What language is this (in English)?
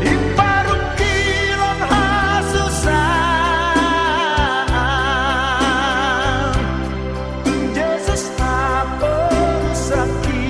Batak Toba